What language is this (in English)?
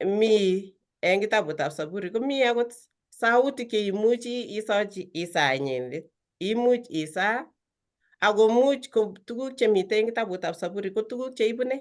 Kalenjin